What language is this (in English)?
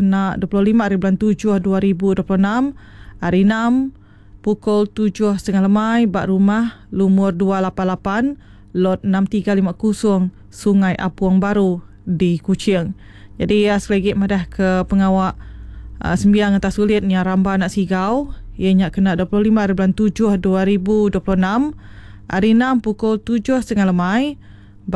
Iban